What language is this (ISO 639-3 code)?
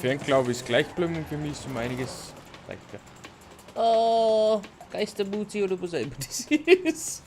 bar